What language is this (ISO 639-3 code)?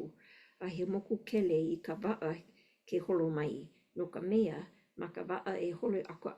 haw